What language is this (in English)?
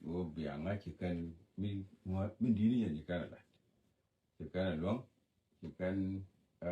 Nuer